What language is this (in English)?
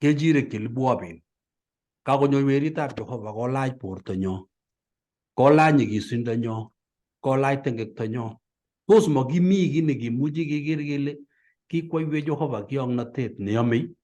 Kalenjin